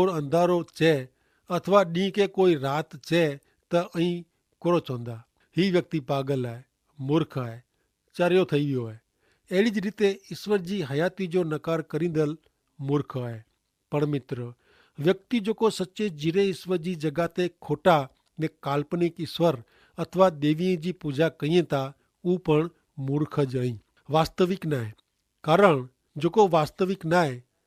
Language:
Kachhi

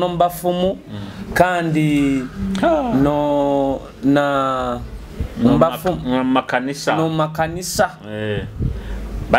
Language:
Nyoro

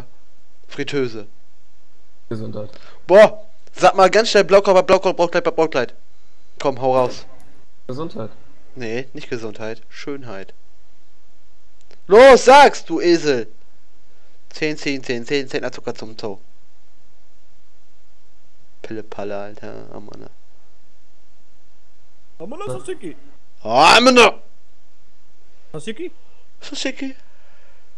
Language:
German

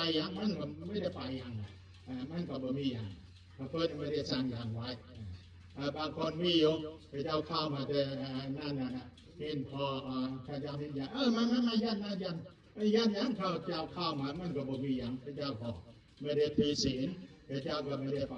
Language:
Northeastern Thai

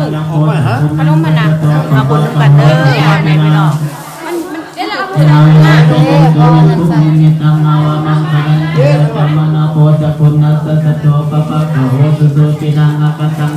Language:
Pali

